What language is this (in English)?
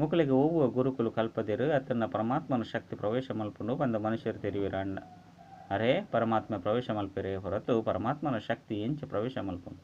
Tulu